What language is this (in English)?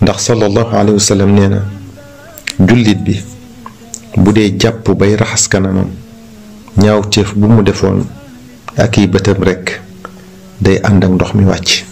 Wolof